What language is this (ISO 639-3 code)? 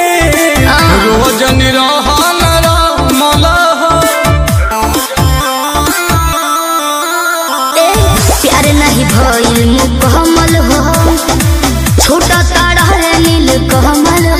bho